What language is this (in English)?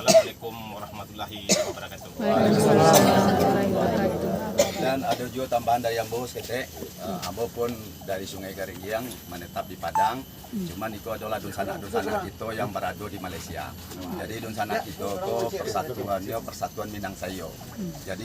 Minangkabau